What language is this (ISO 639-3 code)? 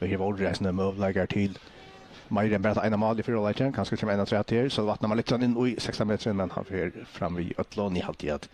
fao